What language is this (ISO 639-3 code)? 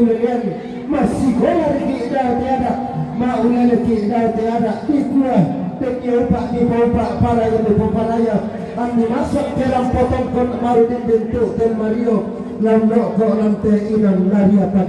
sda